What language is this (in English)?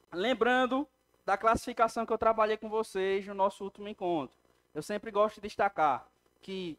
Portuguese